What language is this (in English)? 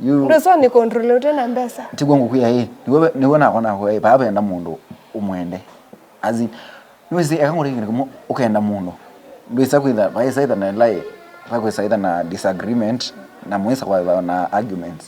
Kamba